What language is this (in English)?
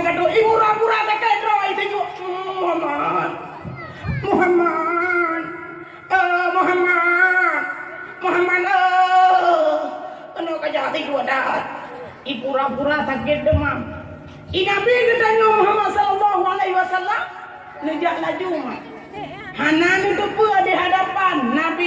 Achinese